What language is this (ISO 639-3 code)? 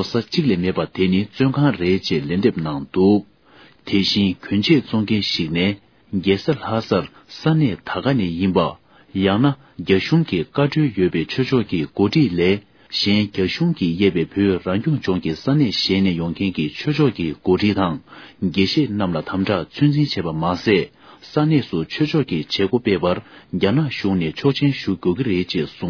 bod